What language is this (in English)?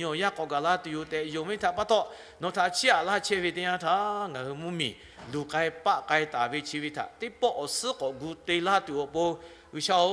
Lahu